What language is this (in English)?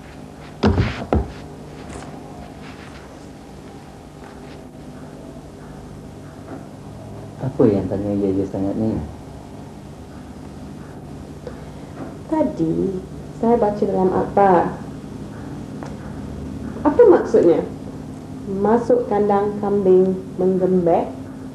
Malay